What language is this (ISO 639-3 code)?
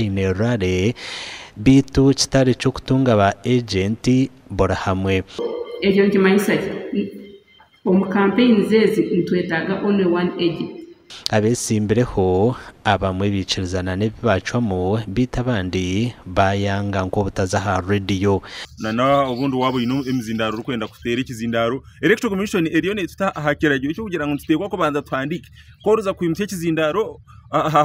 nyn